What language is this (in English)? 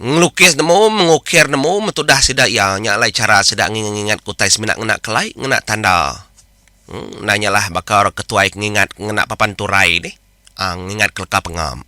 Iban